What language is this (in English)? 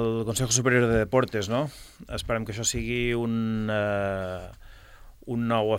Catalan